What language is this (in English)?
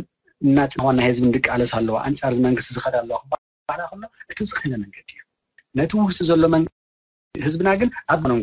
Tigrinya